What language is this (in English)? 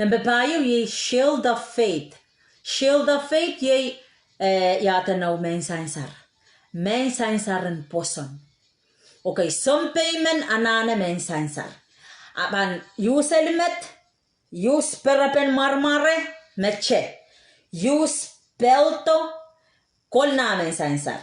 Pohnpeian